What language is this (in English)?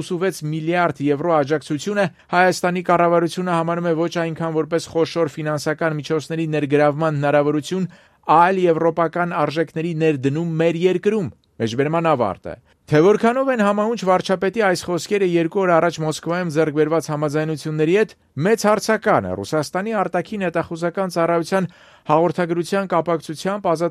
Armenian